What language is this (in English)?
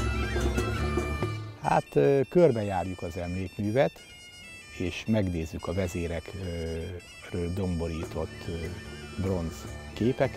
Hungarian